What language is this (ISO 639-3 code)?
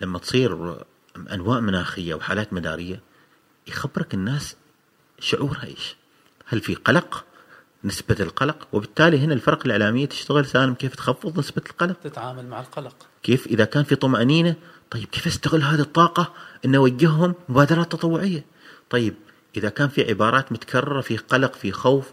afb